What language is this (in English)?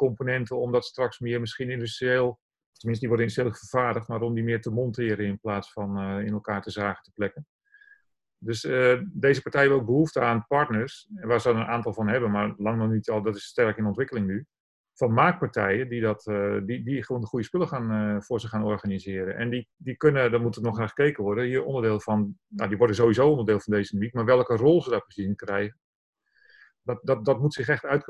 Dutch